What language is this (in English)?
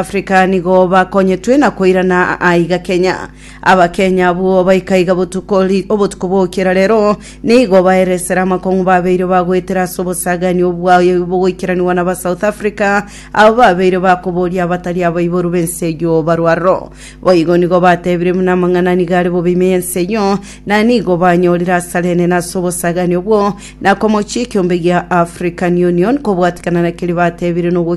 Gusii